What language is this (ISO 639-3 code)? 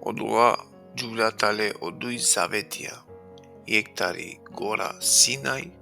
rmn